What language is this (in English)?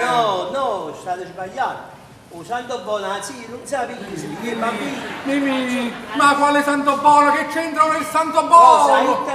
Neapolitan